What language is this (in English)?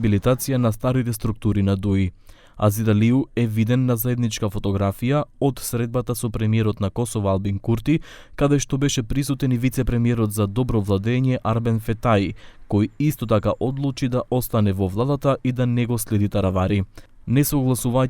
Macedonian